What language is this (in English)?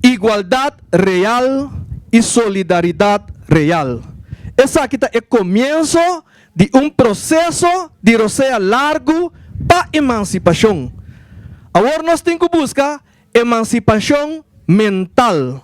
Papiamento